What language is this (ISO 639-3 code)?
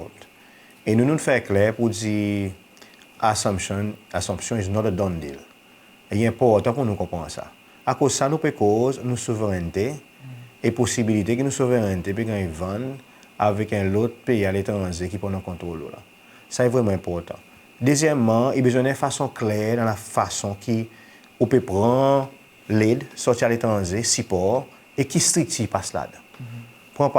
crs